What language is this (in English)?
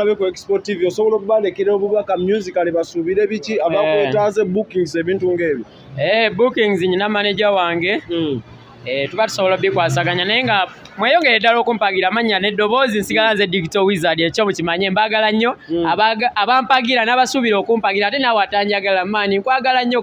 Ganda